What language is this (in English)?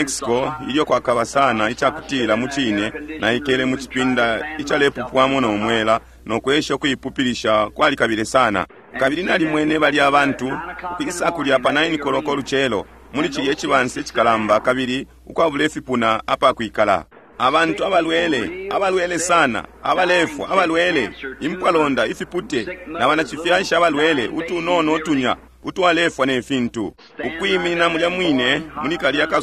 Bemba